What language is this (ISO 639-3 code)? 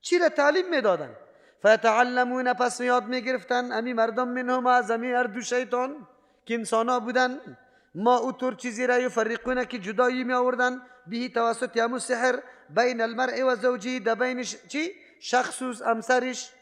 fas